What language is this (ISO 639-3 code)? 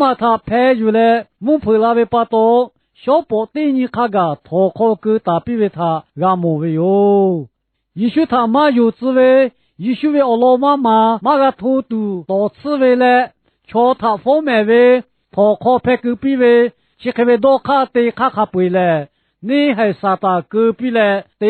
lhu